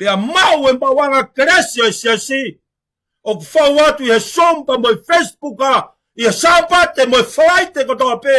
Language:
Tongan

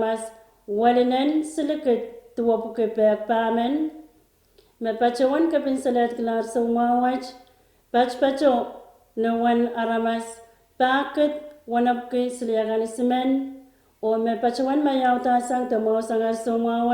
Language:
Pohnpeian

